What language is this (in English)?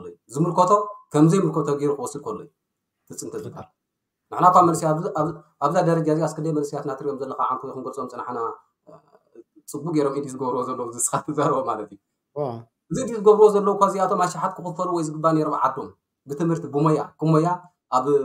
Tigrinya